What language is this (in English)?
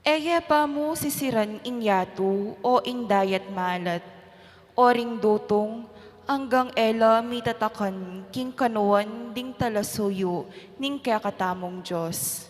Pampanga